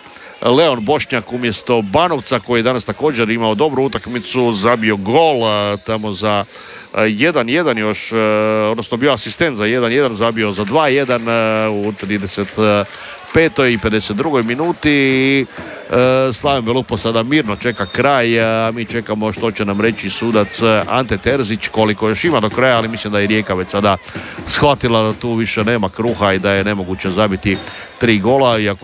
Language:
Croatian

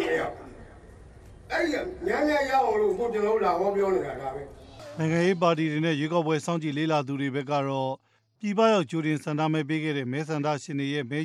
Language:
Burmese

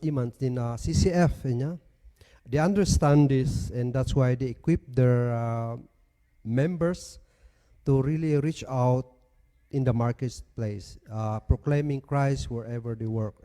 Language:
Kankanaey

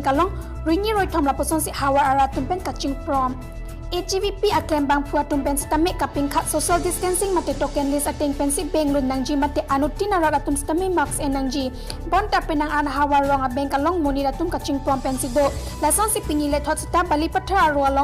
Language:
Karbi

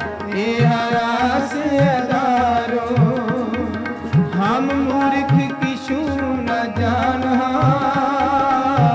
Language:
Punjabi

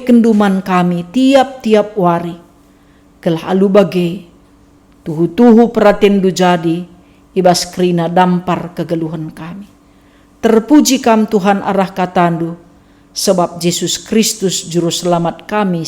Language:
Batak Karo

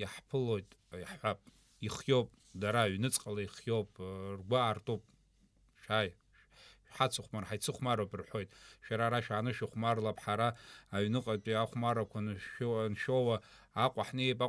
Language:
Abkhazian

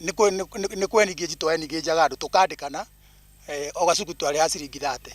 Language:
Kikuyu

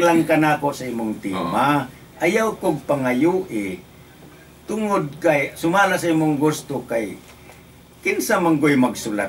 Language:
Cebuano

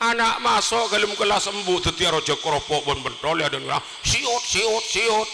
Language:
Madurese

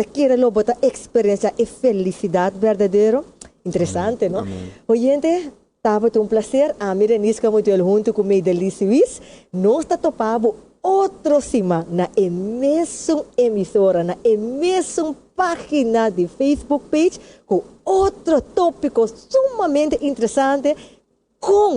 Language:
Papiamento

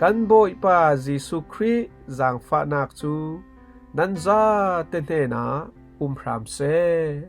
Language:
Falam Chin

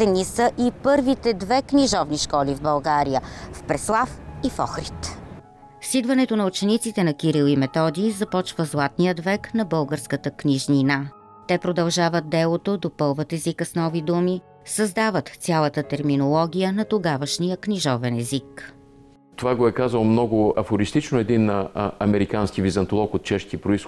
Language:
Bulgarian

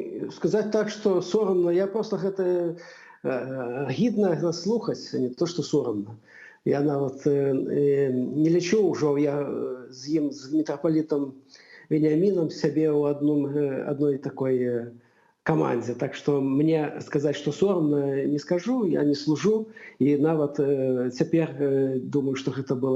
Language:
Belarusian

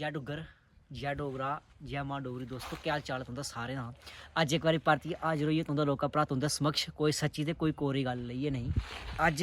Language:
Dogri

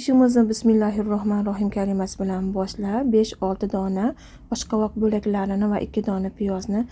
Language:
Uzbek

